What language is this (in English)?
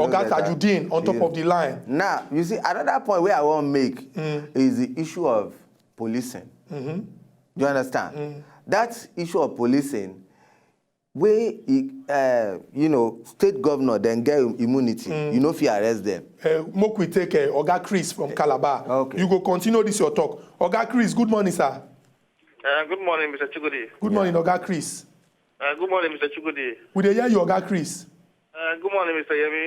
Nigerian Pidgin